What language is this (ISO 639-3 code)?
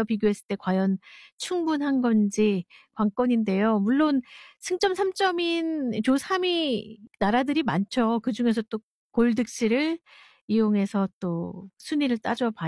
kor